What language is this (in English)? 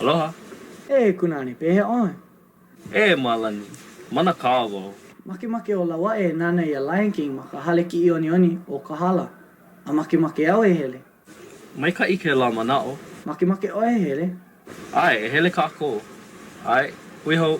Hawaiian